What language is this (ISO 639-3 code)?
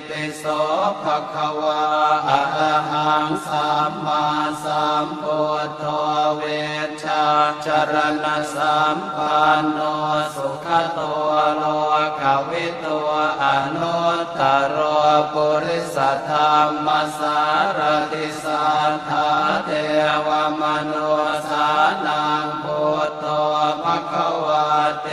pli